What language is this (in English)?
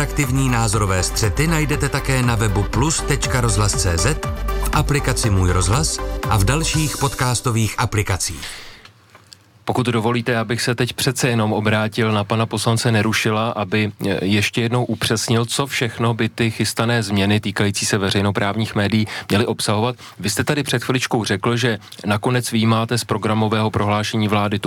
Czech